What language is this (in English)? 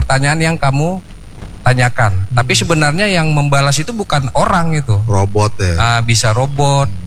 Indonesian